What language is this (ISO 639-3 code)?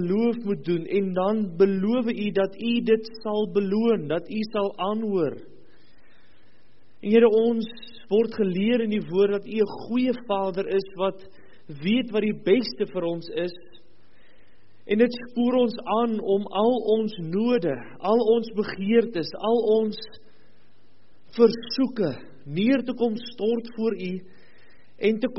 afr